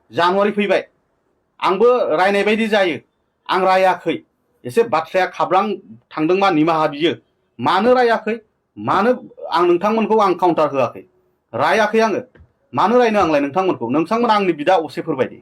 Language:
Bodo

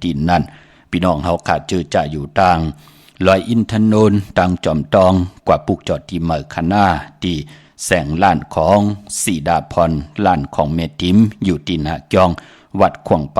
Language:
Shan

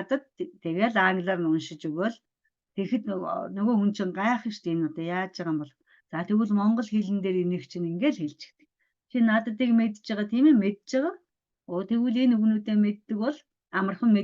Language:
Mongolian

